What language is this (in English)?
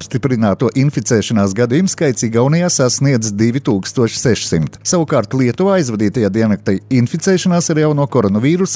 Latvian